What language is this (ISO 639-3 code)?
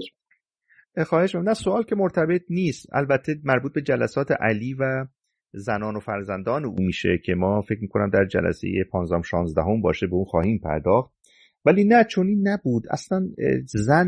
fas